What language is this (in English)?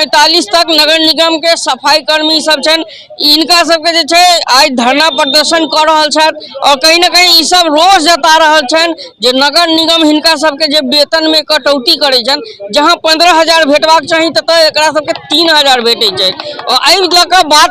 Maithili